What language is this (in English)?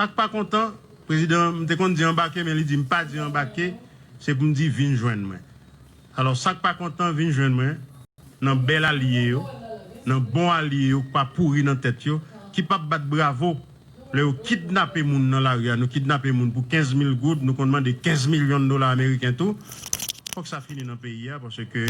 Haitian Creole